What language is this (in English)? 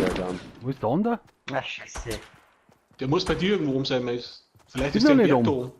Bavarian